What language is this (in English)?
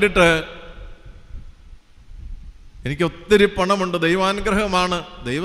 Malayalam